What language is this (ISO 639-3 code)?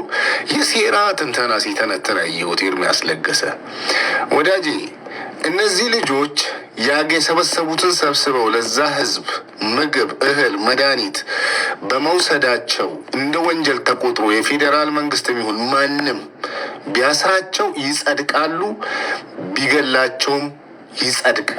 amh